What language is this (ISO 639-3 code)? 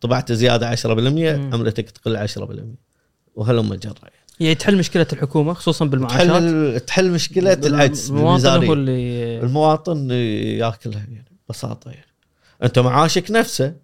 afb